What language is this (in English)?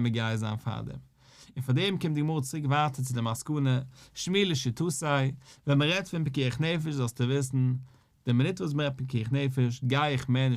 Yiddish